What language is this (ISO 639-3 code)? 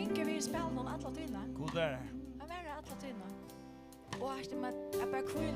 fao